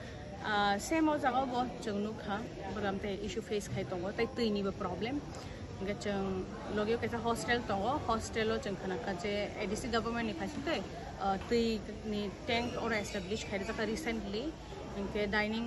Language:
Kok Borok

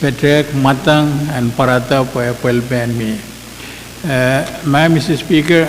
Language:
Pohnpeian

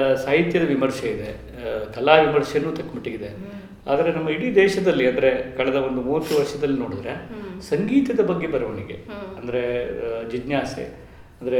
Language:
Kannada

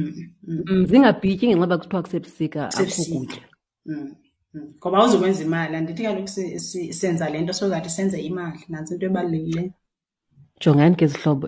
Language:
Xhosa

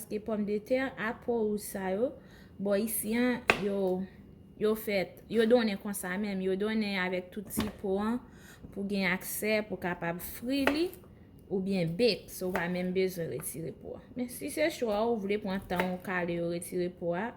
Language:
Haitian Creole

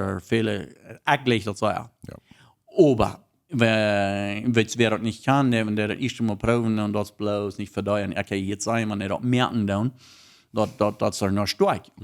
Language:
Plautdietsch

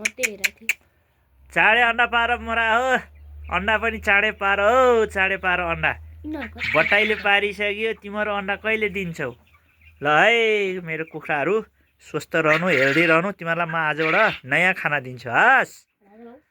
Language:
Nepali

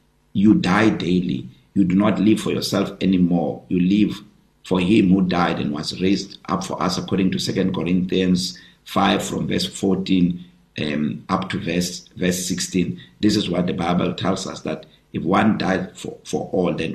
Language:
English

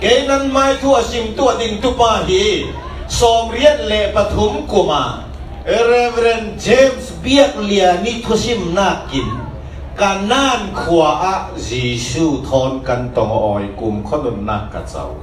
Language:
Falam Chin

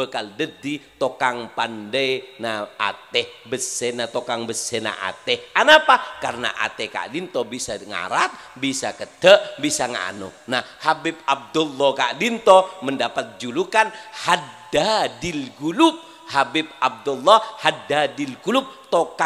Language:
Madurese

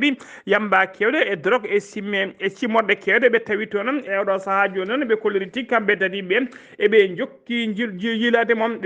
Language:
Fula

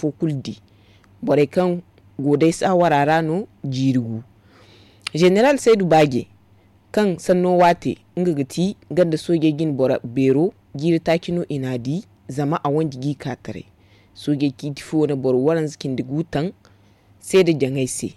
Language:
Zarma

